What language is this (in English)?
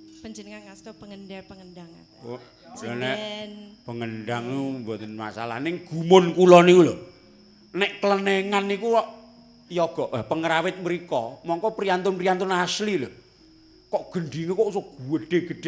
Javanese